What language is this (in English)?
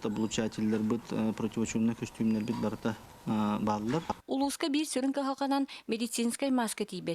Yakut